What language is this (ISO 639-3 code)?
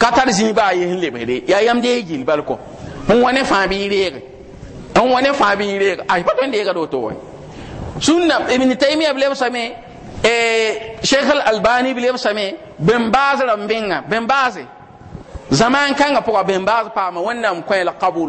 mos